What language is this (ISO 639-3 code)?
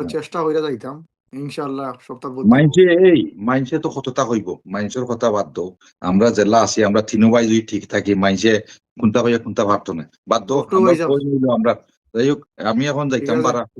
syl